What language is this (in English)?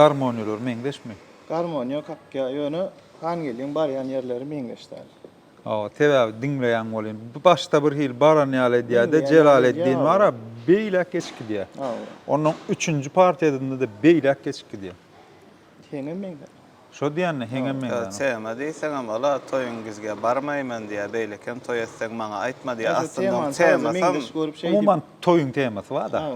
Turkmen